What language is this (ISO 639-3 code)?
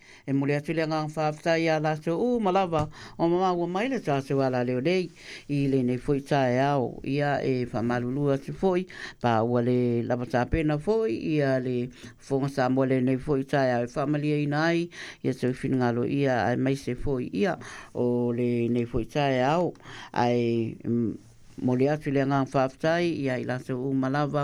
smo